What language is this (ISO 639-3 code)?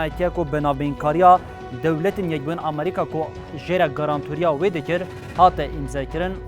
kur